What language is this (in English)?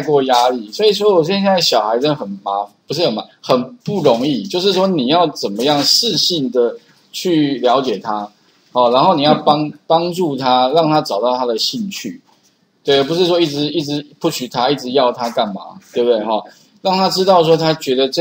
Chinese